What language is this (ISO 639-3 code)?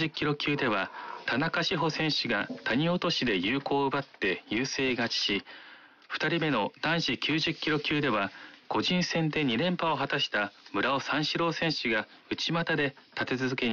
jpn